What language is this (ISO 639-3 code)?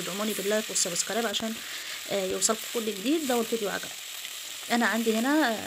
arz